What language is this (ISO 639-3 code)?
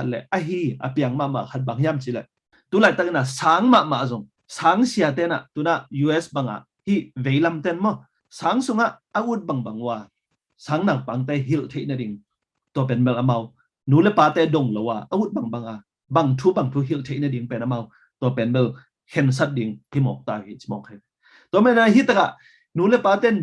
ctd